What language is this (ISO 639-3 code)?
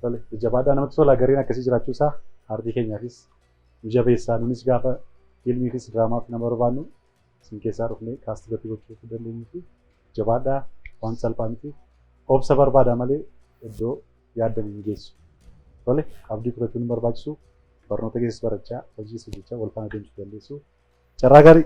orm